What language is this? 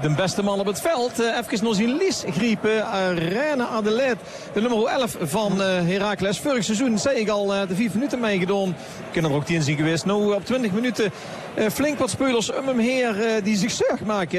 Dutch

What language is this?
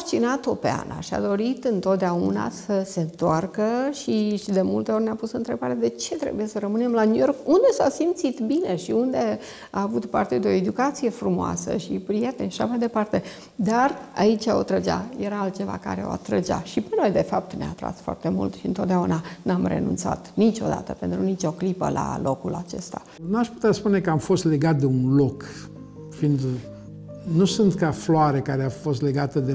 Romanian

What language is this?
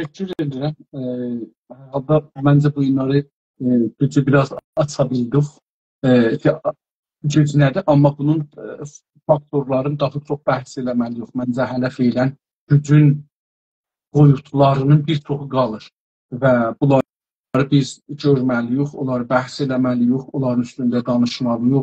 South Azerbaijani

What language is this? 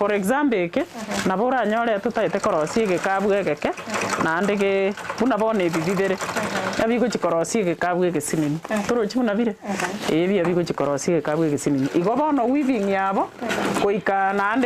Gusii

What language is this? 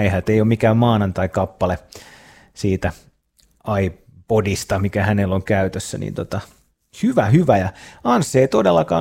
Finnish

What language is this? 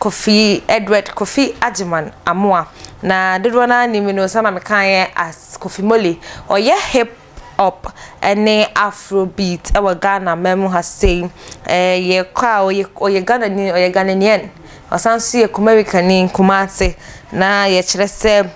Akan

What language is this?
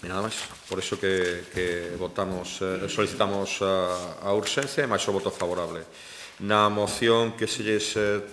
Galician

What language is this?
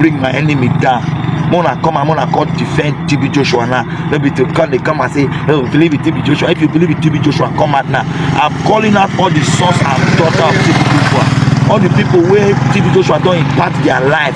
Nigerian Pidgin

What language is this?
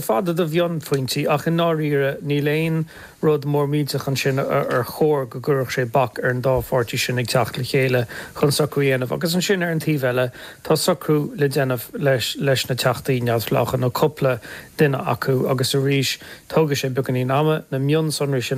Irish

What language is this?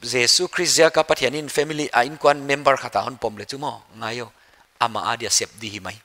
Paite Chin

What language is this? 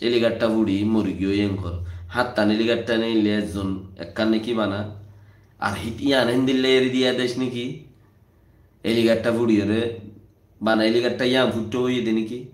Rohingya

